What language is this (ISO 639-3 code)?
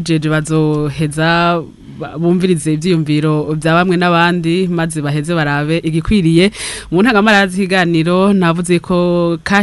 run